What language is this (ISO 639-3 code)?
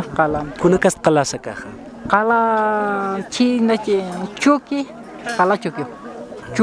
aym